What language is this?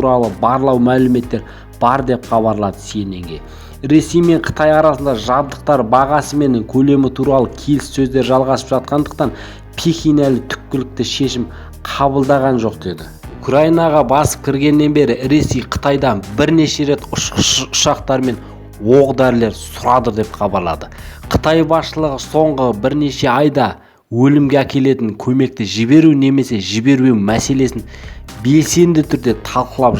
Kazakh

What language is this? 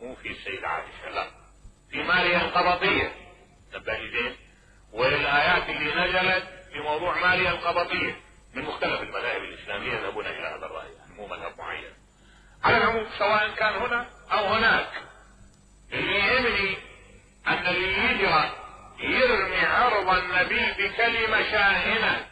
Mesopotamian Arabic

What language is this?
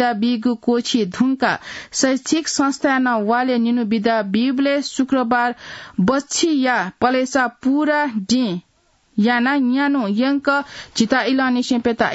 Newari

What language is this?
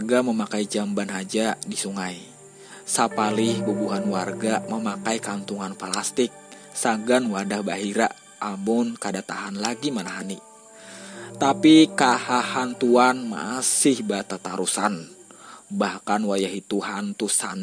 Banjar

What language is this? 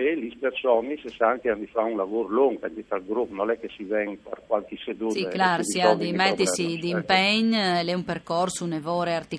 Friulian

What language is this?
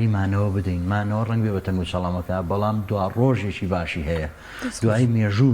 Central Kurdish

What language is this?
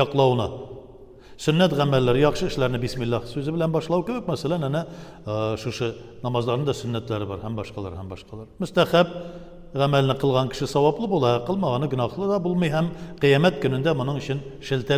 Tatar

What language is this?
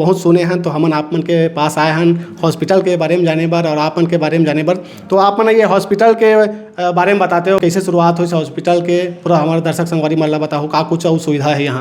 Chhattisgarhi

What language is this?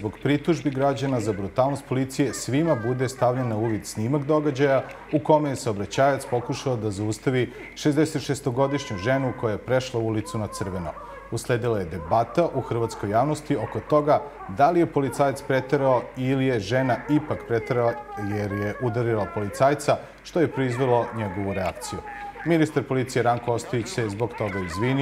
Serbian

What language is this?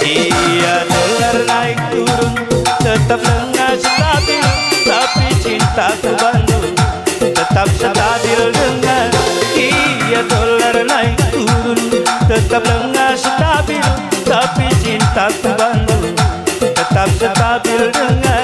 Batak Karo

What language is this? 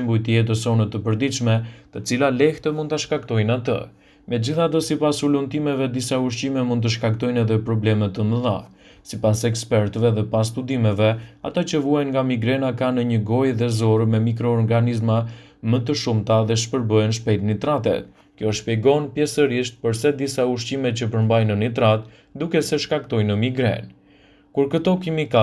Albanian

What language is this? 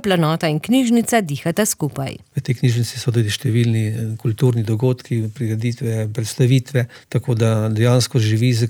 Slovenian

